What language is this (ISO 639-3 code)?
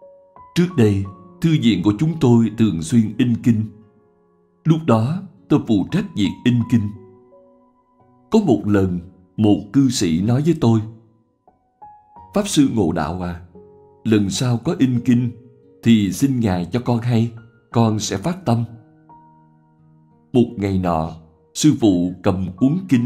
vie